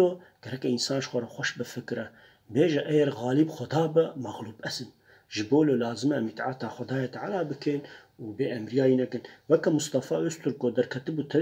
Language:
Kurdish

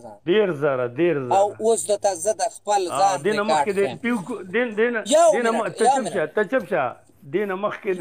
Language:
Pashto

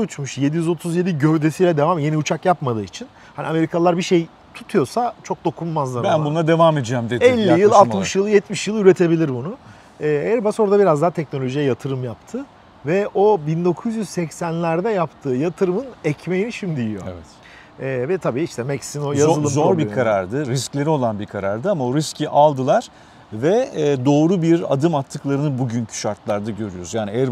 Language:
Turkish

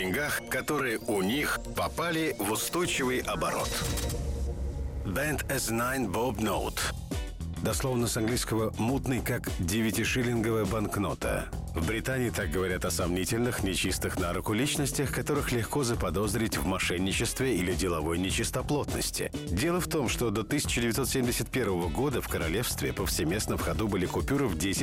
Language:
Russian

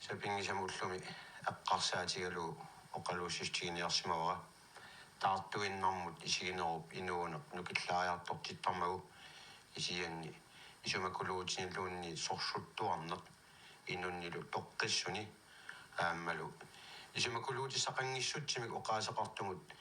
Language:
Kalaallisut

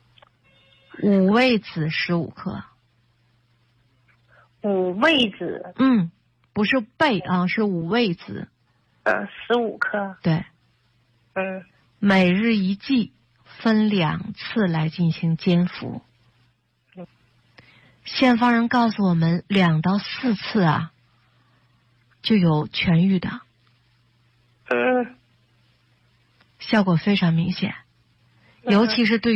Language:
Chinese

